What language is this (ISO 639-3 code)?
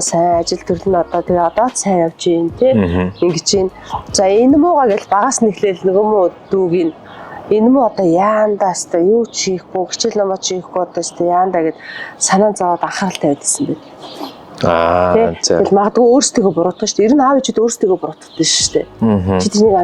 mon